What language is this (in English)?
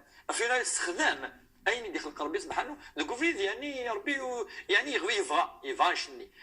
Kabyle